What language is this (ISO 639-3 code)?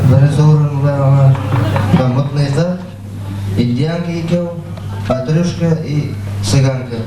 bak